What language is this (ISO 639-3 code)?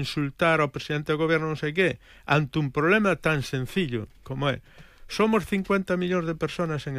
glg